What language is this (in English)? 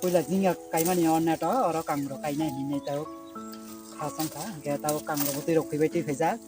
Kok Borok